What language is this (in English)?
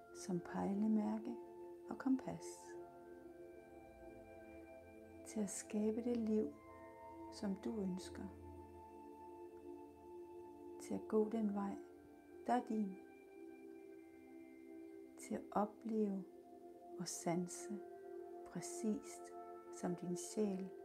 Danish